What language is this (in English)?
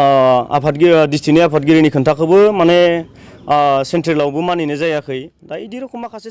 Bodo